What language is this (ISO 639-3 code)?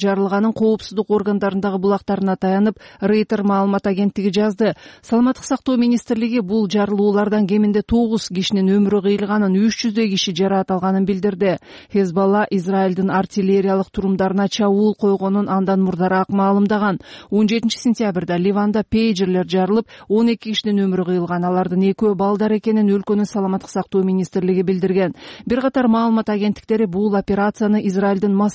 kir